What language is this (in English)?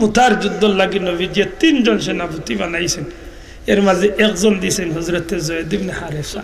Sylheti